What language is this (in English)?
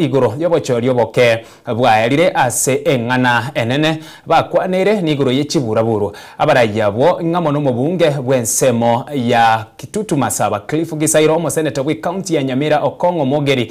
Gusii